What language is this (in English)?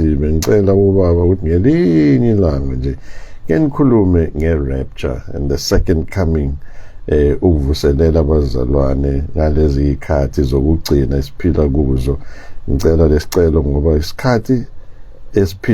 Zulu